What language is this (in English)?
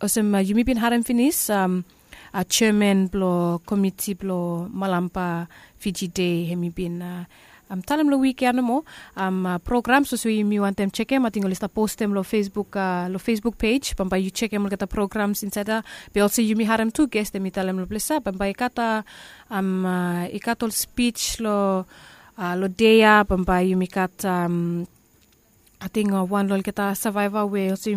Bislama